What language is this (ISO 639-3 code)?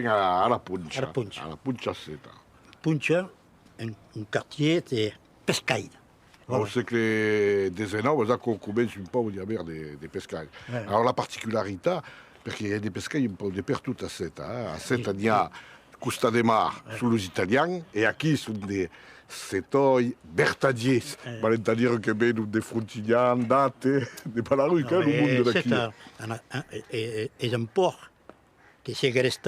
oci